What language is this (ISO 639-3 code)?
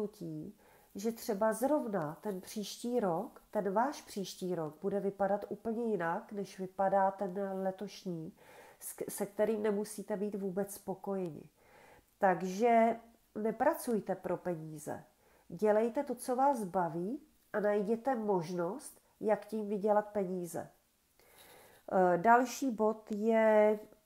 ces